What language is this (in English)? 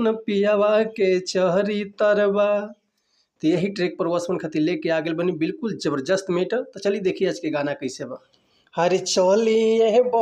Bhojpuri